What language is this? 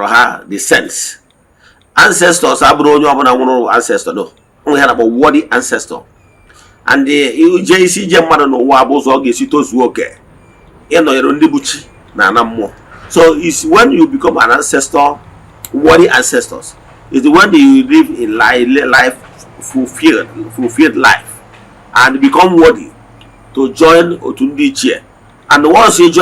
Igbo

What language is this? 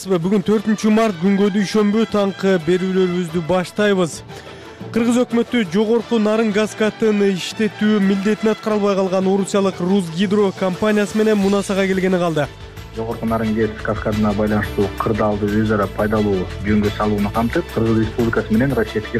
Kyrgyz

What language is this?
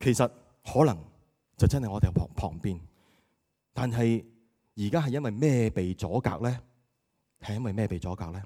Cantonese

